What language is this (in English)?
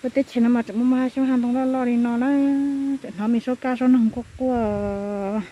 Hmong